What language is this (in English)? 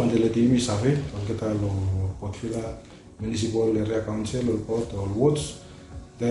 Bislama